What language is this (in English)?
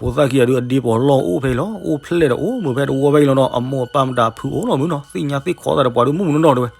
S'gaw Karen